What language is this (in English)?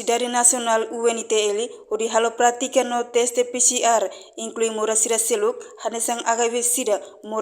Tetum